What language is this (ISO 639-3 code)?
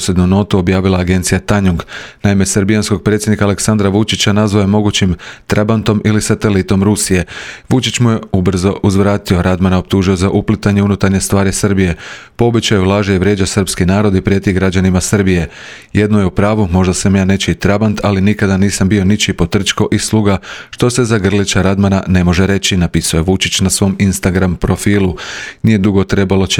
hrv